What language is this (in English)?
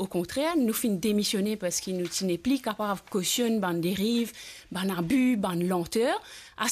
Morisyen